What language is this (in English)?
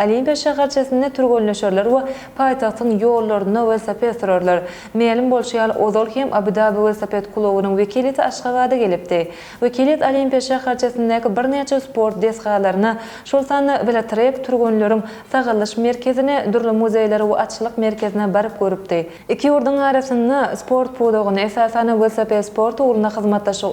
Turkmen